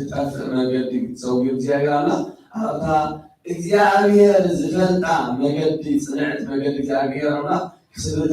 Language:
Tigrinya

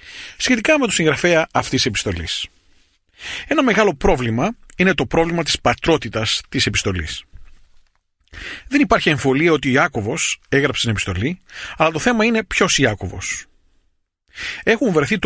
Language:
Greek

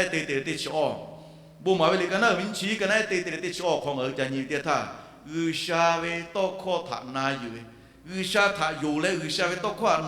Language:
Lahu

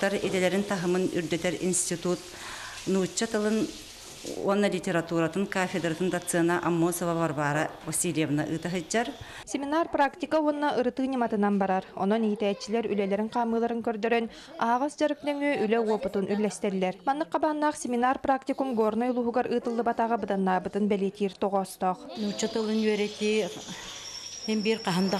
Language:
Yakut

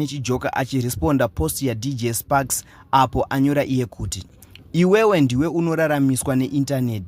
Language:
Shona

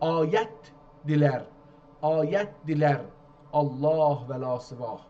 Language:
South Azerbaijani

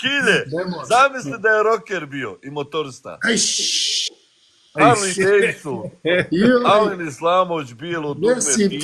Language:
Bosnian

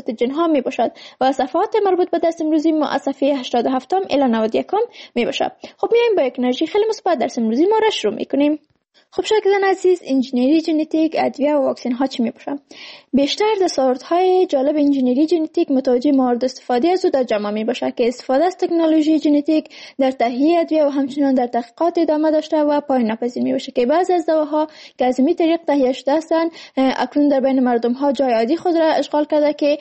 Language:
Persian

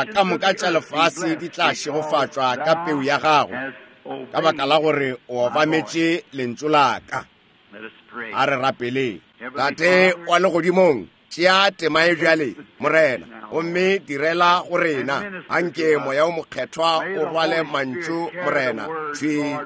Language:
Northern Sotho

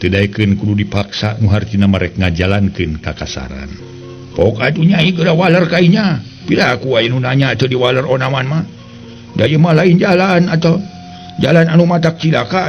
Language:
Sundanese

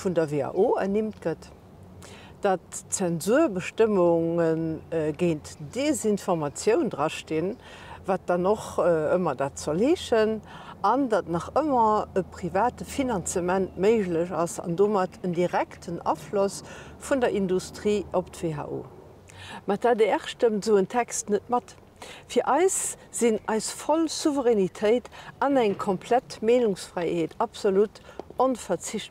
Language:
Luxembourgish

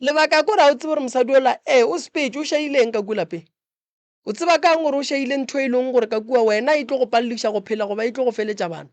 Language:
Northern Sotho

